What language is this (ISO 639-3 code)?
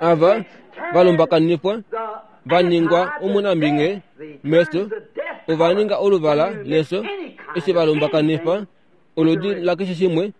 kua